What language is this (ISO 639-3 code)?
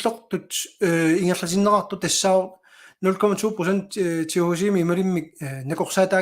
kal